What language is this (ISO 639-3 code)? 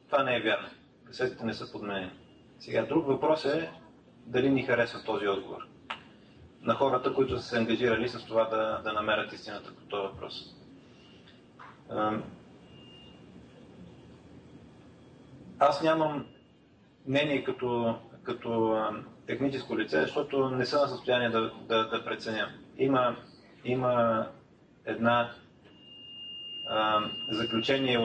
bul